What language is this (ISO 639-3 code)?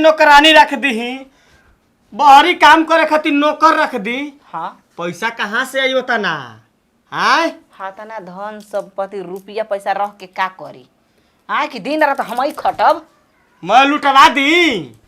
bho